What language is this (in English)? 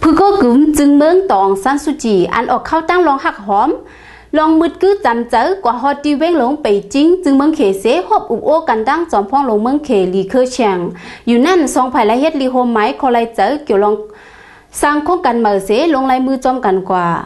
Shan